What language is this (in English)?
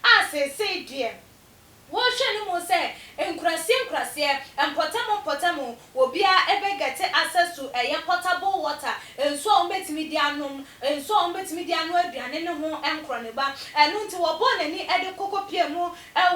Akan